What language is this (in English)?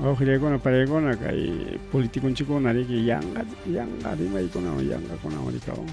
Ayacucho Quechua